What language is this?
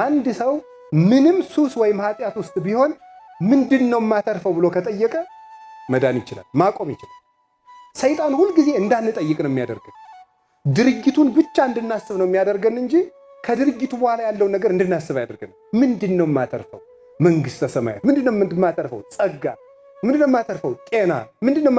Amharic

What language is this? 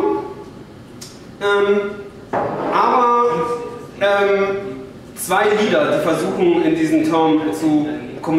German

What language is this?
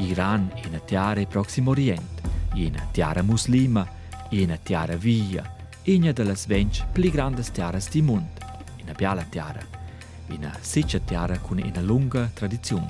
Romansh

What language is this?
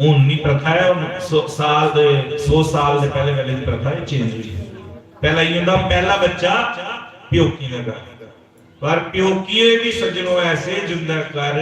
Dogri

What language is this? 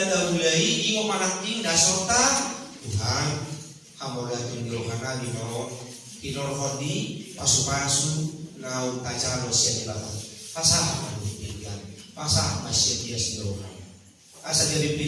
Batak Toba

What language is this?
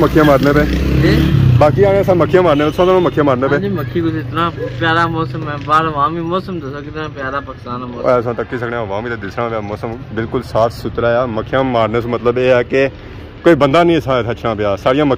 Pahari-Potwari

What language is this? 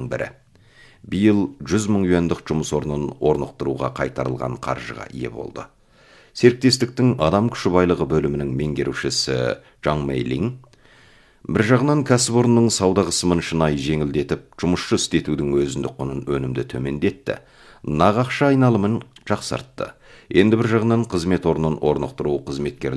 Kazakh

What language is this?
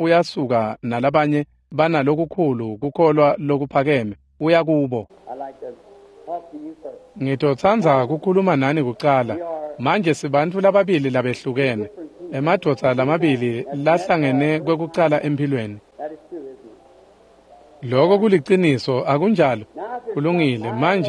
Swati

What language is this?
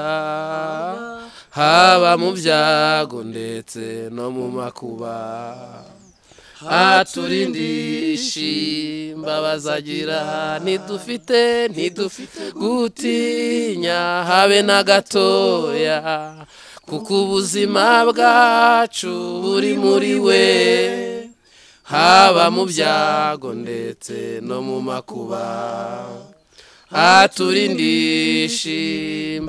Kinyarwanda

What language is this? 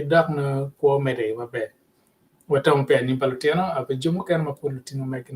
Acoli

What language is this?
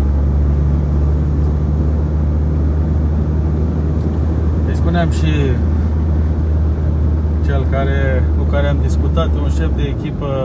Romanian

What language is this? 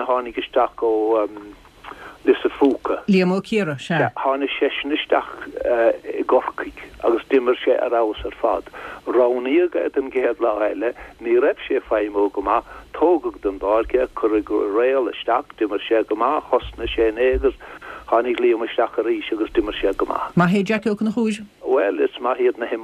Irish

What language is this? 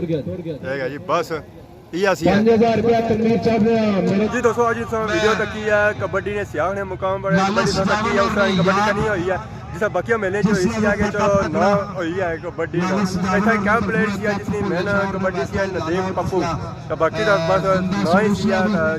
Pahari-Potwari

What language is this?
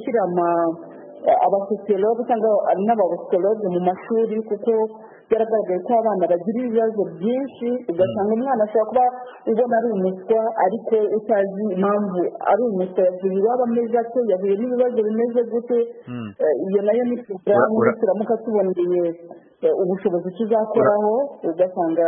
Kinyarwanda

